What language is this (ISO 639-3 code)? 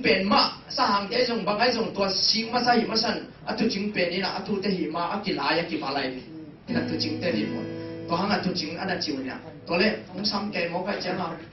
ctd